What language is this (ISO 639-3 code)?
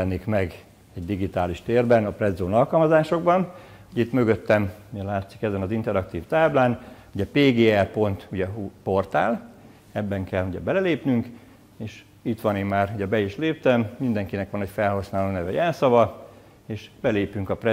hun